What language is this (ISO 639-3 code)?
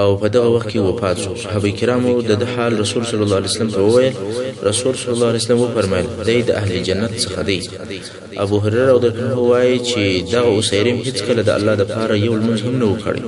pus